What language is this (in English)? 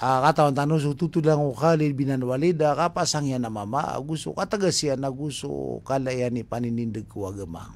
Maranao